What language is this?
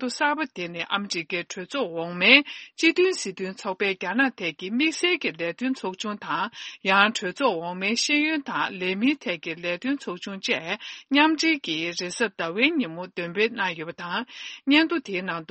Tibetan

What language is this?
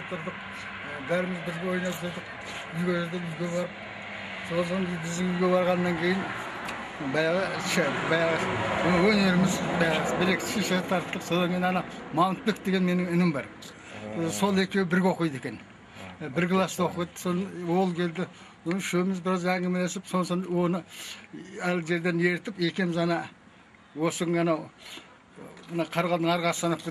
Kazakh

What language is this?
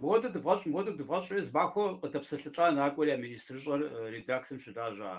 Kabardian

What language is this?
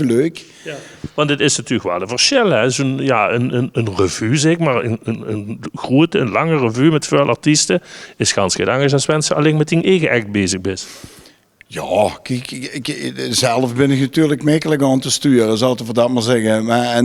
Limburgish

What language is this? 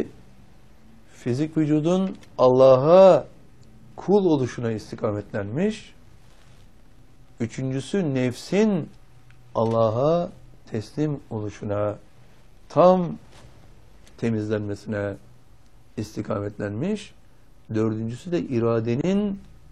Turkish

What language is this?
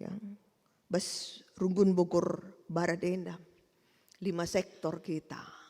Batak Karo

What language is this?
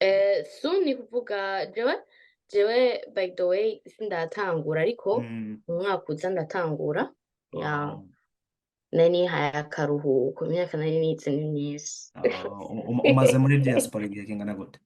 Rundi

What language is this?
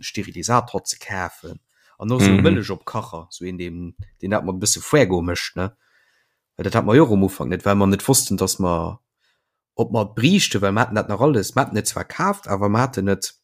Luxembourgish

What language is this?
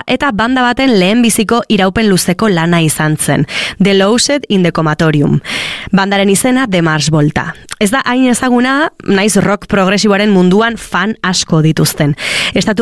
Basque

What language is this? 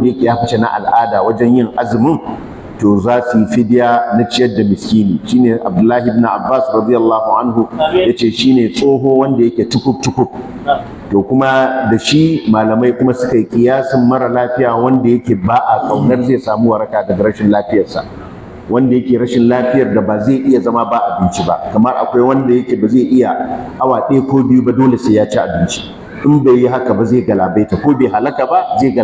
Hausa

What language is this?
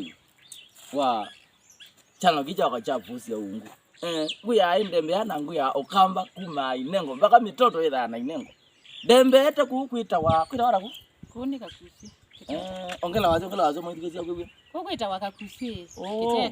Kamba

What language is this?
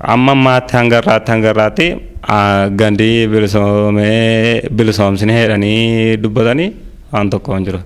Oromo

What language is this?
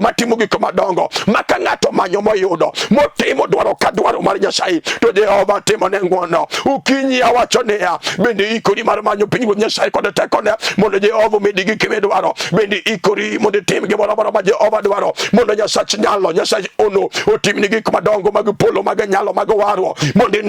Luo (Kenya and Tanzania)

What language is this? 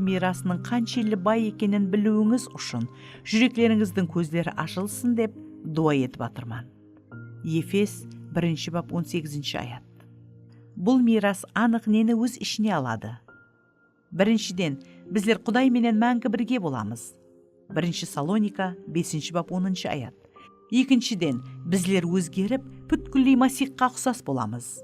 Kara-Kalpak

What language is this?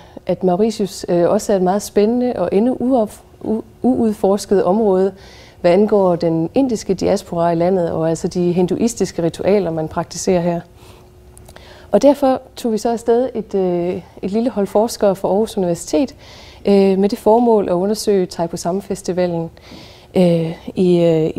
Danish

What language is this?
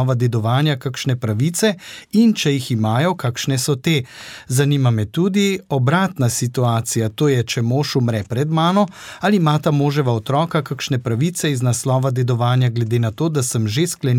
Slovenian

